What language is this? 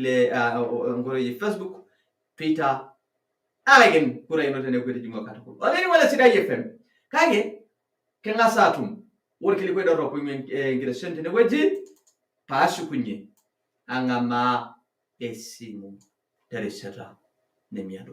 Masai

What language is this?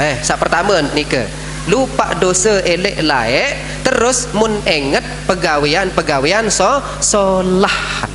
Sasak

